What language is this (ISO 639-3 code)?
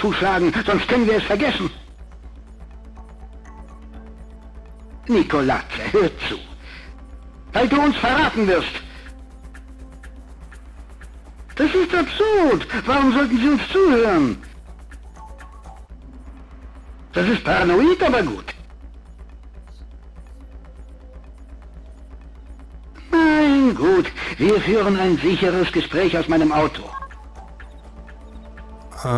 deu